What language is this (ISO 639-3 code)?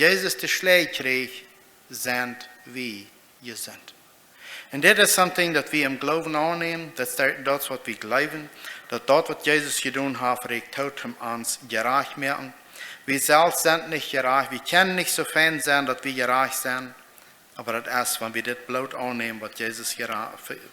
pdt